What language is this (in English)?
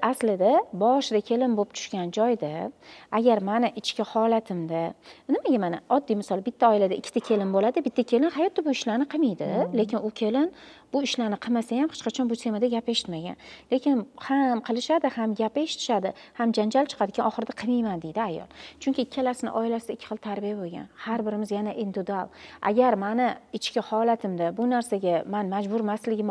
Uzbek